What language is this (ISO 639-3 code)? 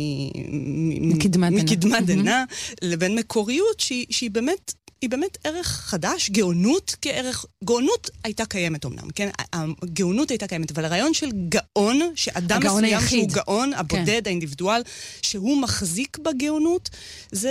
heb